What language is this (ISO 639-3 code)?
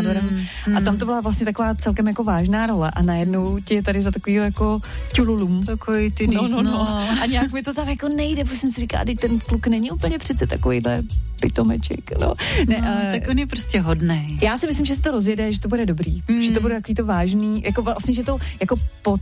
ces